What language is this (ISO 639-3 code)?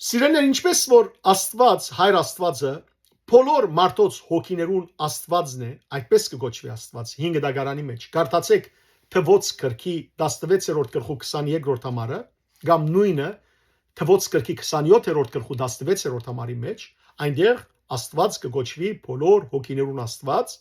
hyw